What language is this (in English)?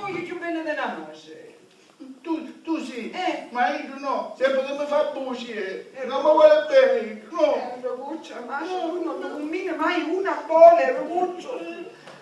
Sicilian